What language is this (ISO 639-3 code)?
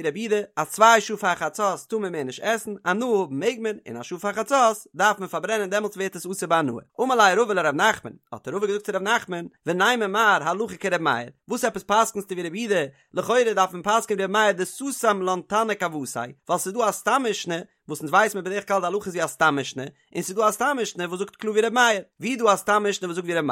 yid